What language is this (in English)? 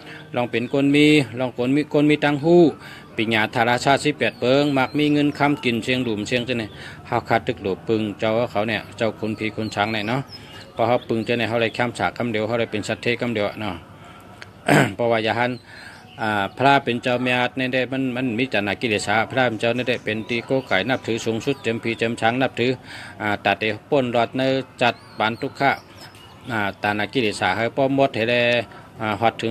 Shan